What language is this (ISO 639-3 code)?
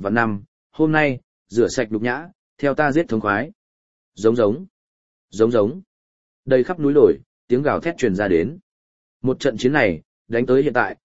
vie